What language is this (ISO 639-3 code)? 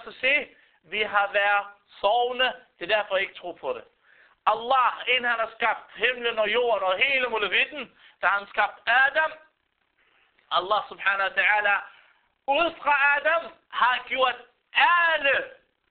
dan